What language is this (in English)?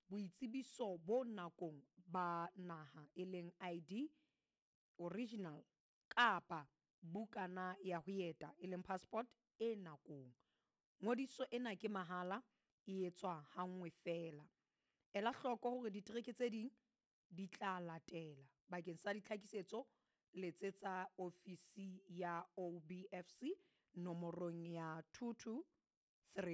Southern Sotho